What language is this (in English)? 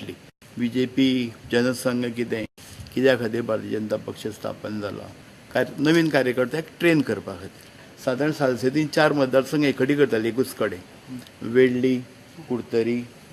Konkani